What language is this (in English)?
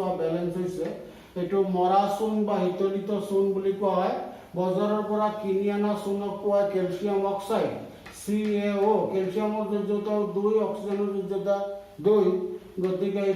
Assamese